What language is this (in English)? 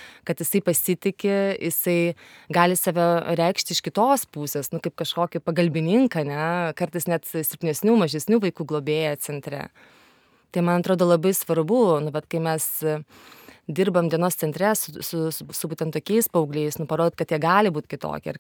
Lithuanian